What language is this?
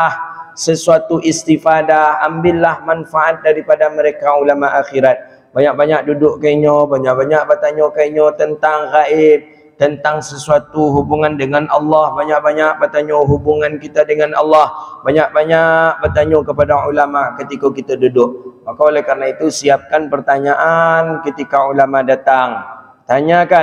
Malay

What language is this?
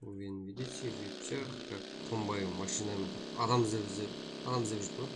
Kara-Kalpak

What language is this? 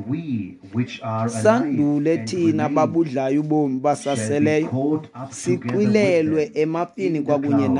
Xhosa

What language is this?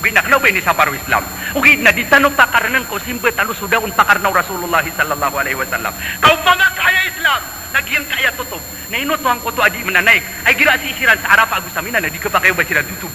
Maranao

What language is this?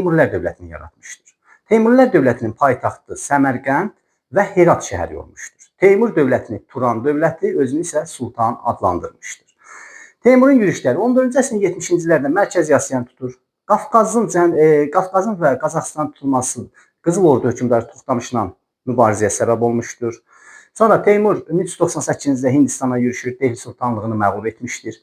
Azerbaijani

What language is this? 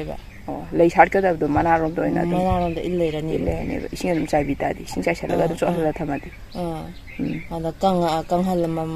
Manipuri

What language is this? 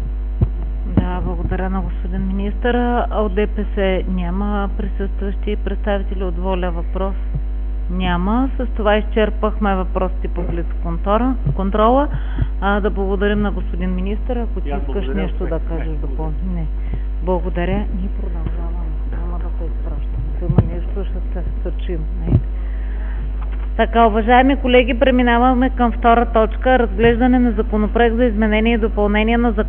Bulgarian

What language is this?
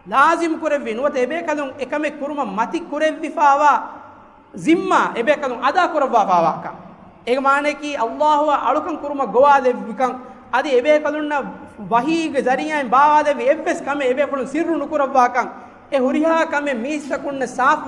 Divehi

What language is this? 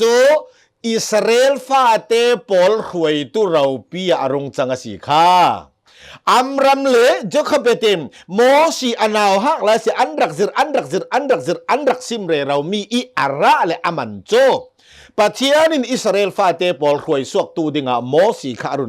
Hakha Chin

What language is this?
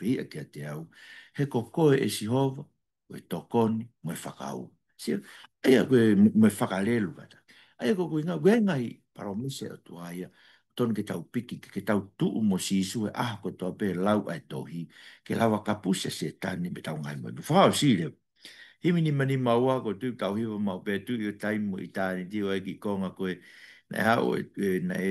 Tongan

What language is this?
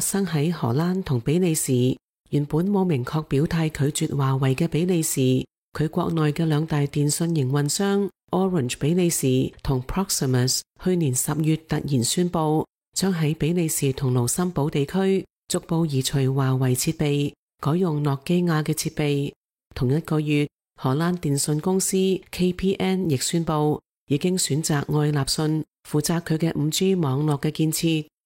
Cantonese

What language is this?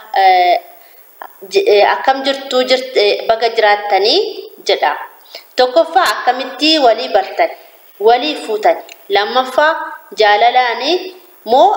Oromo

